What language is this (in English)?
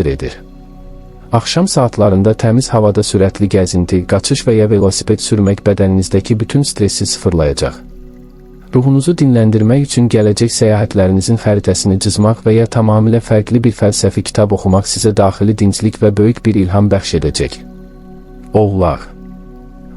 Azerbaijani